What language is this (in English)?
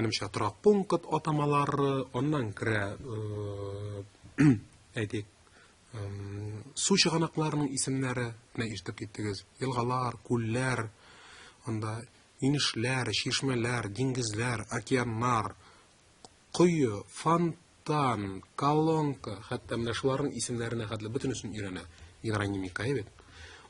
Tatar